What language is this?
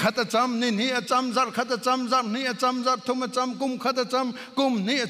Hakha Chin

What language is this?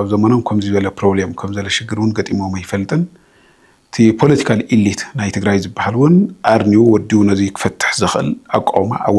Tigrinya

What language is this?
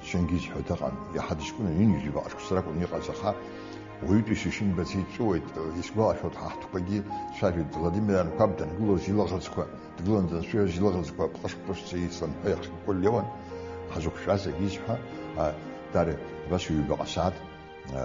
Abkhazian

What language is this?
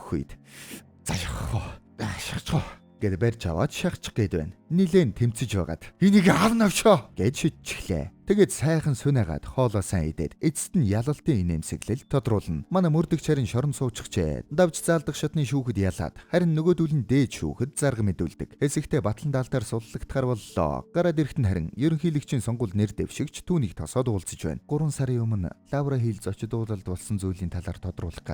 Mongolian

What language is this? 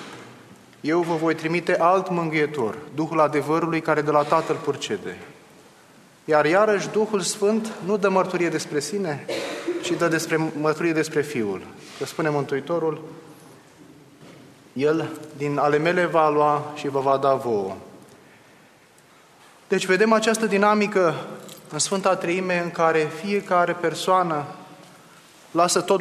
Romanian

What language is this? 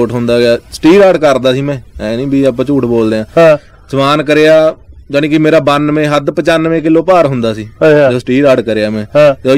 Punjabi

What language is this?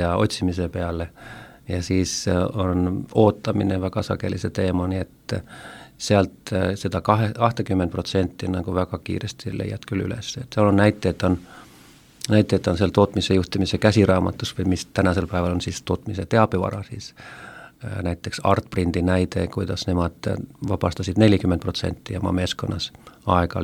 Estonian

